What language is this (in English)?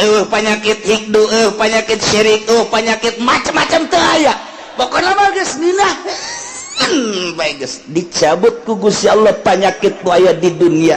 Sundanese